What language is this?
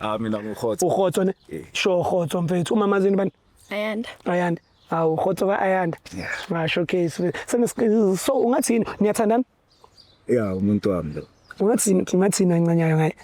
Zulu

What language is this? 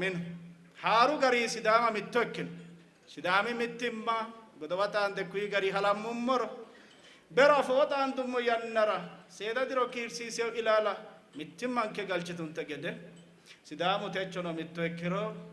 Sidamo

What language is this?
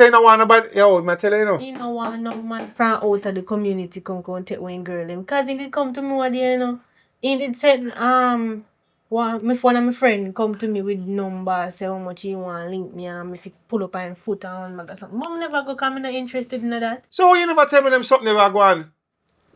Jamaican Creole English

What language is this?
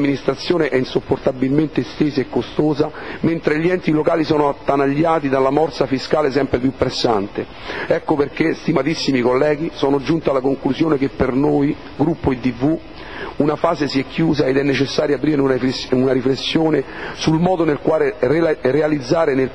Italian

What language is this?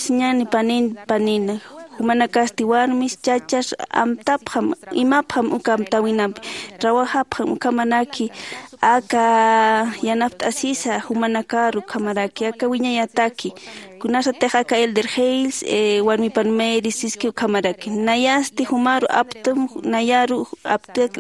Aymara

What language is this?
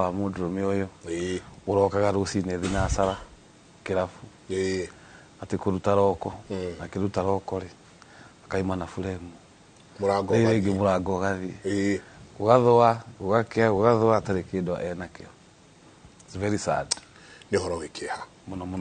Kikuyu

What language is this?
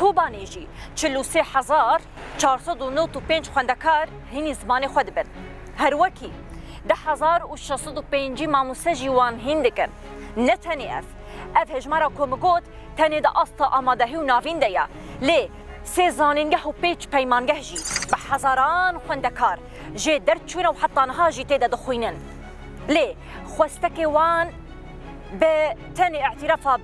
Kurdish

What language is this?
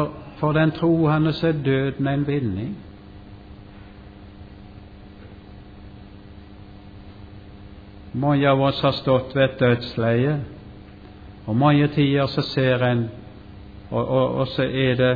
Norwegian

